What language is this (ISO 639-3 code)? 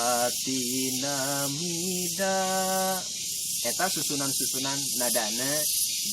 sun